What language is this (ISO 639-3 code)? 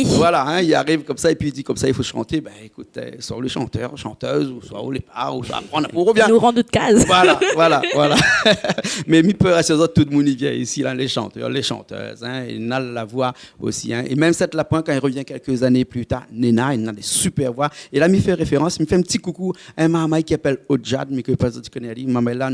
rcf